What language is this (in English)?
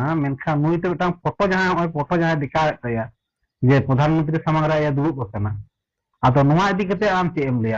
Santali